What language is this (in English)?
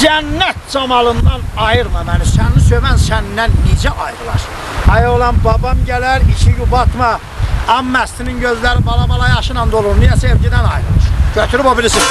South Azerbaijani